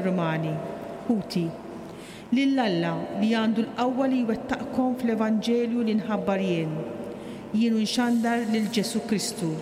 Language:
Maltese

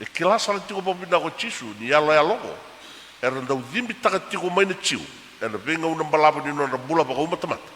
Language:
Fijian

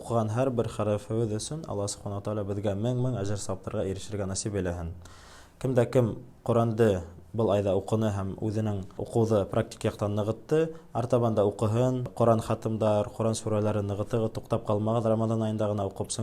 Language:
Bashkir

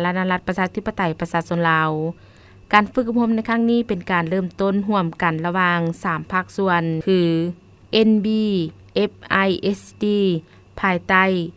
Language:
Lao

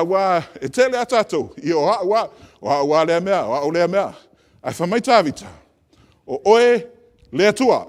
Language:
Samoan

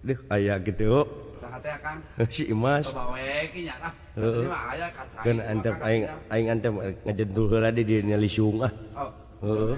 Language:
Sundanese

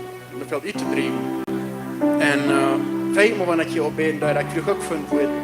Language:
Plautdietsch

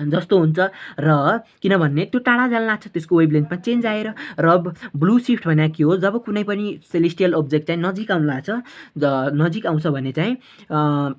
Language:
Nepali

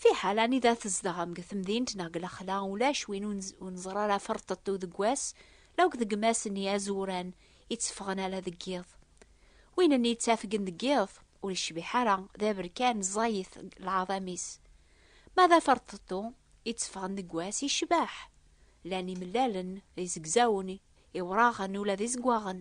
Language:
Kabyle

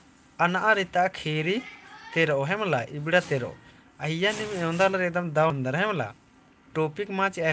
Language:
Kurukh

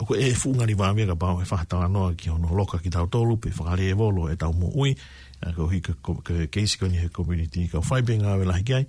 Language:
Tongan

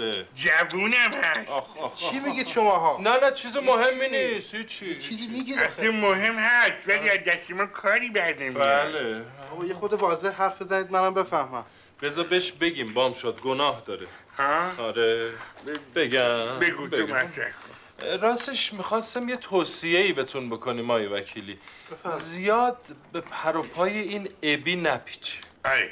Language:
Persian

